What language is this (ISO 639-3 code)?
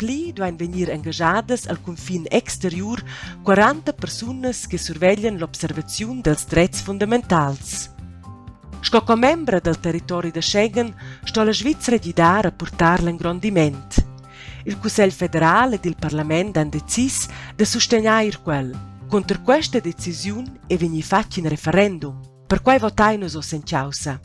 roh